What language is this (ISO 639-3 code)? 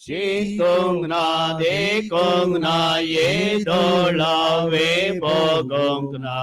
kok